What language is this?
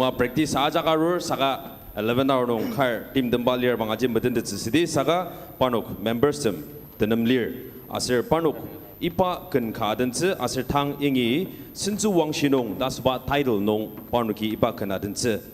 Ao Naga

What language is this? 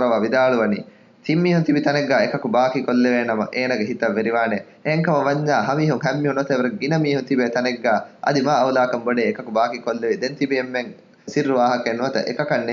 Divehi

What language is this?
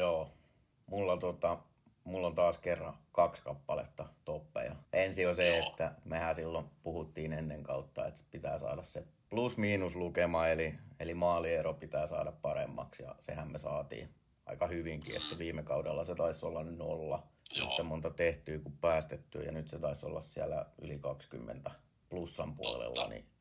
Finnish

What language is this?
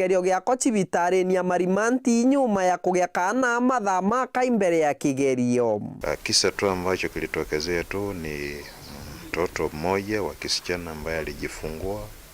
Meru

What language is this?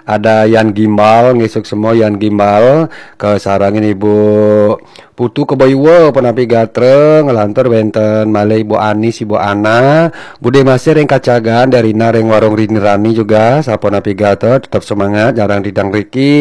Balinese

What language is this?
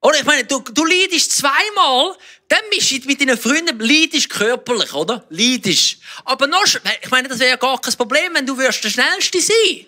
Swiss German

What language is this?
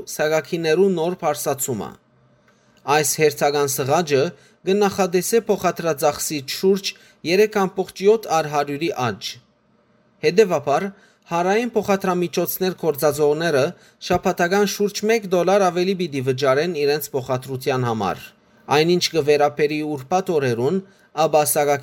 Western Armenian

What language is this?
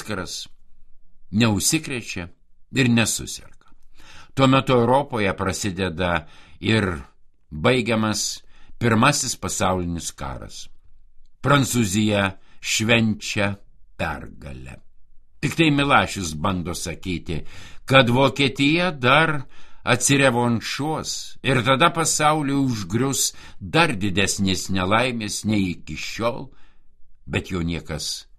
Lithuanian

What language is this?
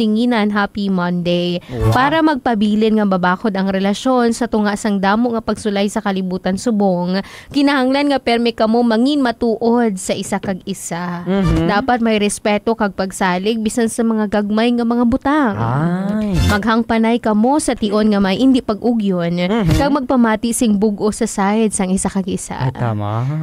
Hiligaynon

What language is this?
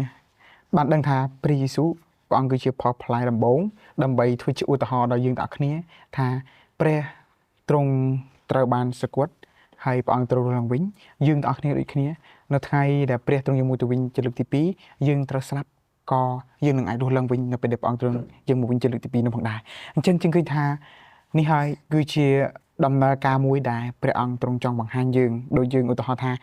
Khmer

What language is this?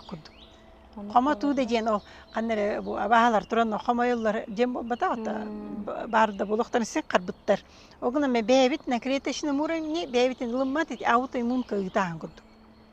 Yakut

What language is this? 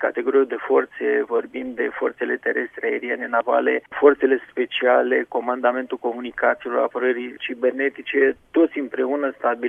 Romanian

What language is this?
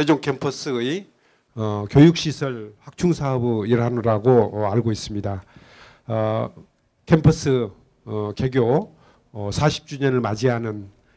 Korean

